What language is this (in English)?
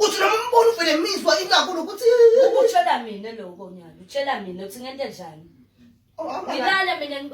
Zulu